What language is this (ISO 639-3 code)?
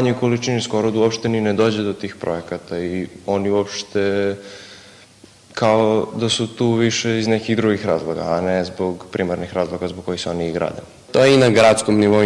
srp